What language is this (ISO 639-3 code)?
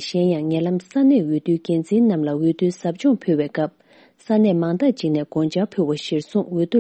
bod